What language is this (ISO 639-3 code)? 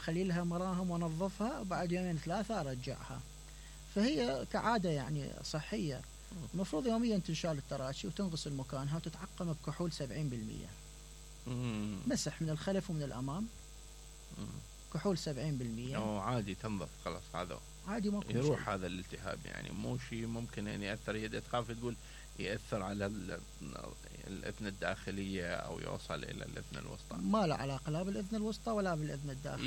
acm